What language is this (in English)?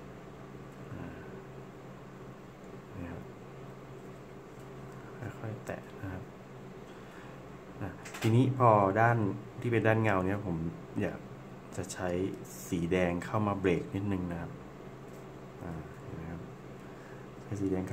Thai